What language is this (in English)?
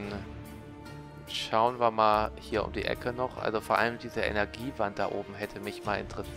German